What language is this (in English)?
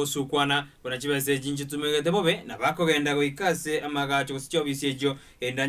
Gusii